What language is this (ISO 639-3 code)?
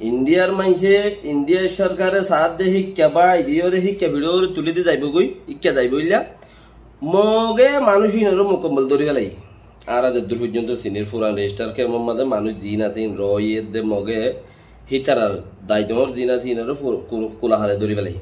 rhg